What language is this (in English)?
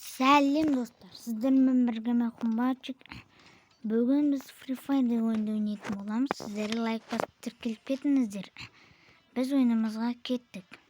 Kazakh